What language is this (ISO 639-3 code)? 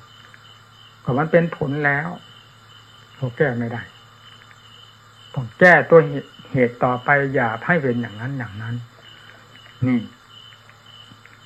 tha